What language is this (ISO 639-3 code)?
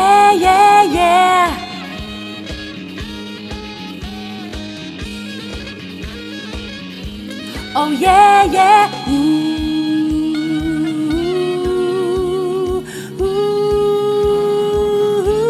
nld